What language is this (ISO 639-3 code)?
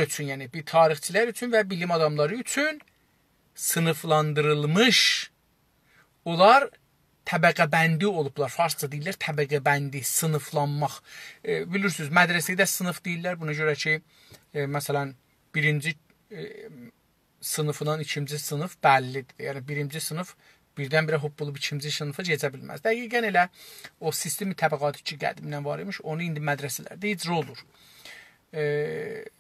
azb